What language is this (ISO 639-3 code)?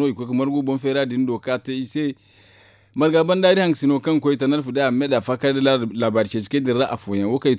dje